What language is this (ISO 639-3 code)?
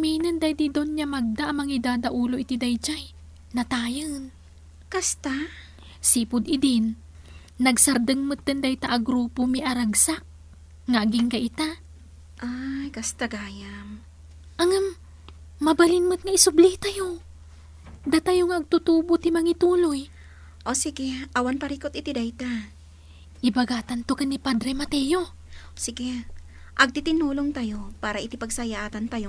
ilo